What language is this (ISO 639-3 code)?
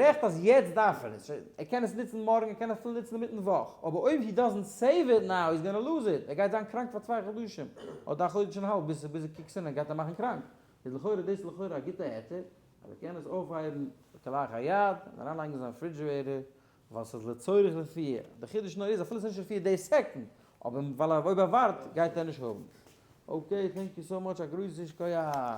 yid